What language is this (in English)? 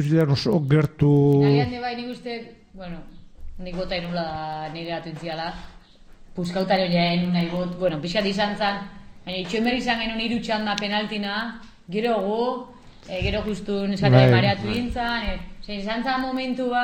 Basque